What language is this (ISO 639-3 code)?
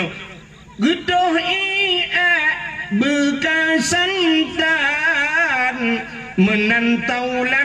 ace